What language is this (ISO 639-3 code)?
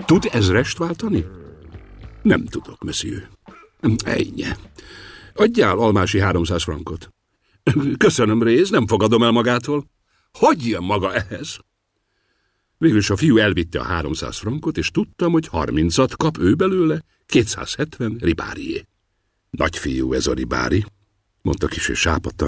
hun